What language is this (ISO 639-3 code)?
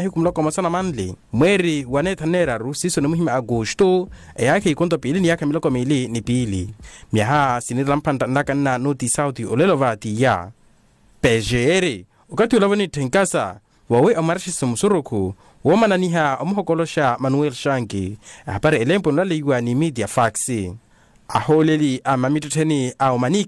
vmw